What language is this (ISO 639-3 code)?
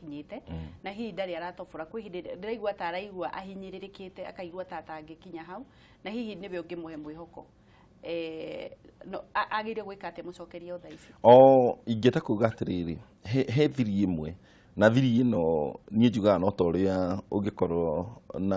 kik